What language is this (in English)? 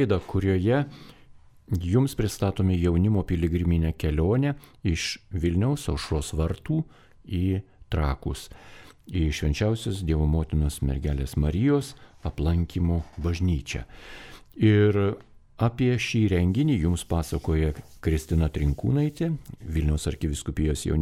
Lithuanian